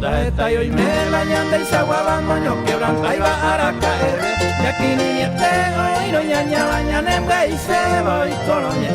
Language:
Guarani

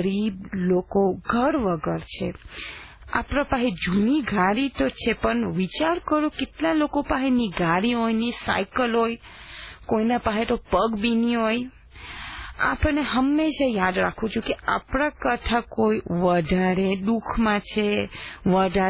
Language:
Gujarati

